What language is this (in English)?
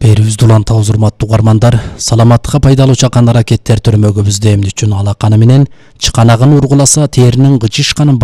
Kyrgyz